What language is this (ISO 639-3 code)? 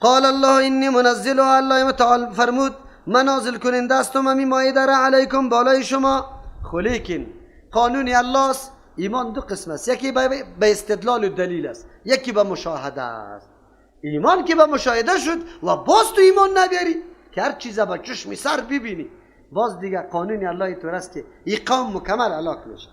fas